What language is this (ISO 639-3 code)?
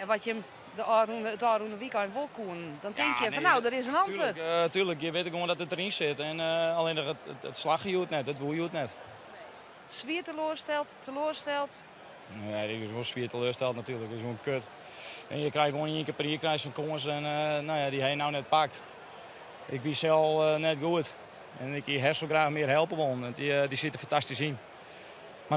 fry